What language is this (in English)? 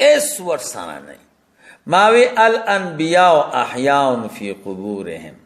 Pashto